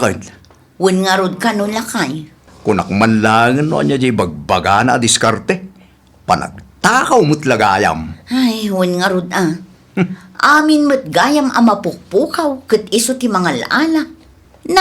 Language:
Iloko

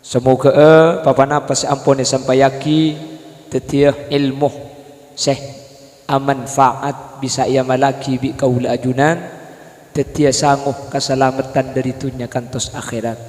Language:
Madurese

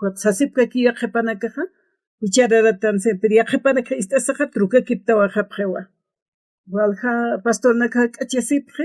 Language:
Aymara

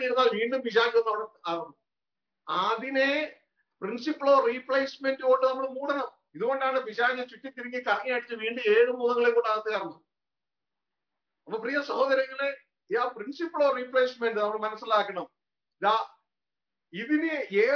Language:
Malayalam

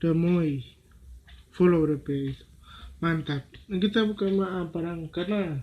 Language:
Manado Malay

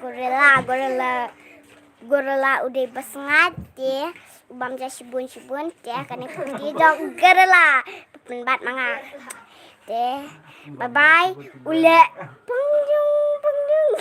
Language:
Khasi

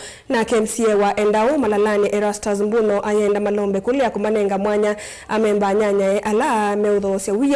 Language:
Kamba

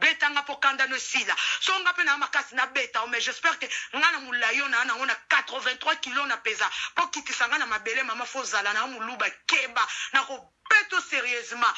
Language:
Lingala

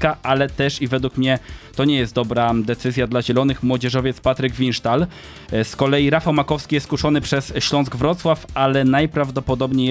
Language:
Polish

